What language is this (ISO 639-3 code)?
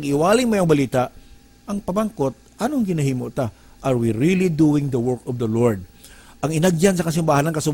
hil